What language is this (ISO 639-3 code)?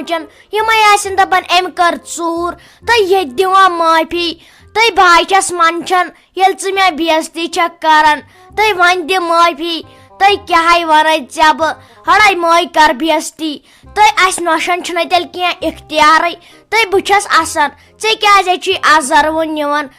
kas